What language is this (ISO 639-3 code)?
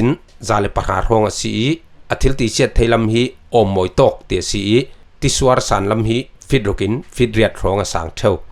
cfm